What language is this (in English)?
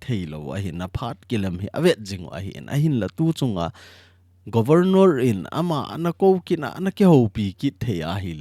Thado Chin